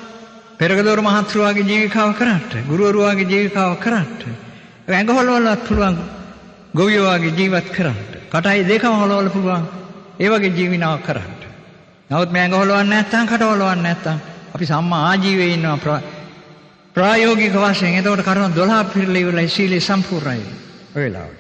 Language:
Sinhala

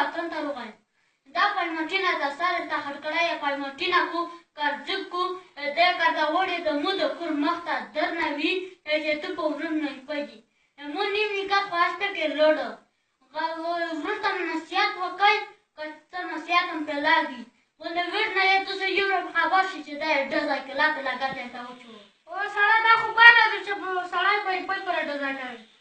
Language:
Pashto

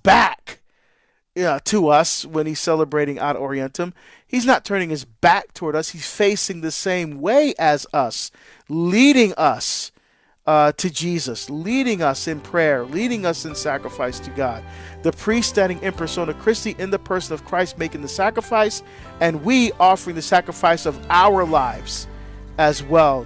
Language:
English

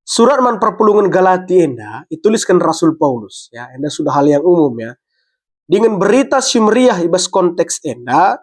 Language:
Batak Karo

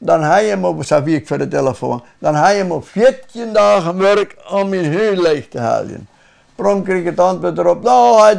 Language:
Western Frisian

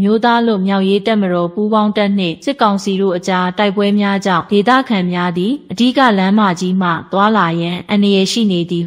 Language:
Burmese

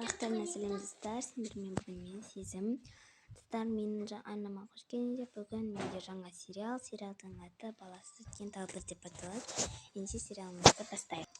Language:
Kazakh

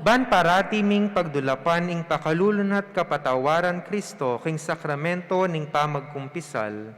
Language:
Pampanga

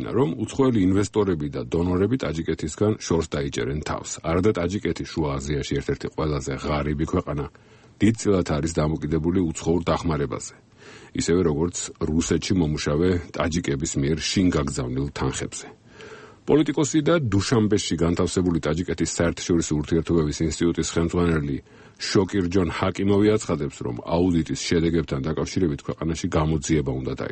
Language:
Georgian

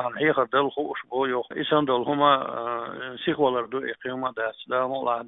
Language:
Chechen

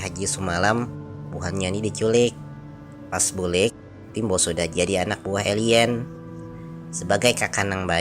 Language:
Banjar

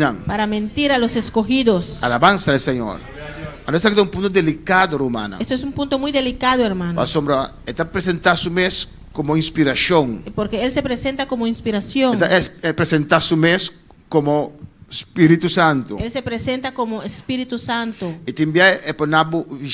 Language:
Papiamento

